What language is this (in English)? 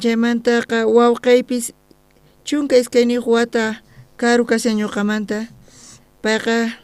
South Bolivian Quechua